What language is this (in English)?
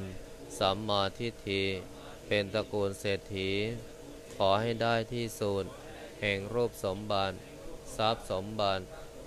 Thai